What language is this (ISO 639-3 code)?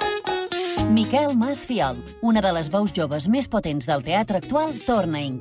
cat